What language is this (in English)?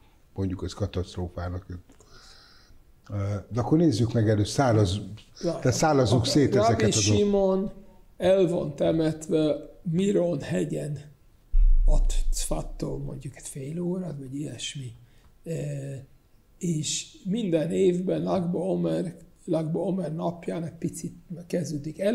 Hungarian